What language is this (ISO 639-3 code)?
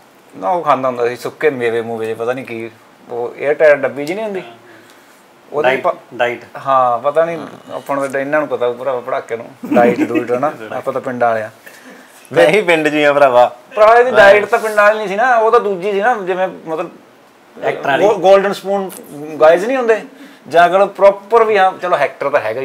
pan